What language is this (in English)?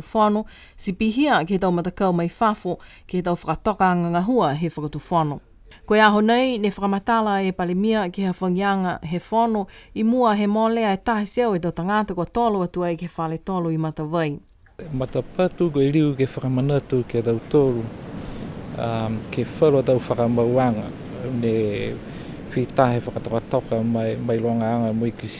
Niuean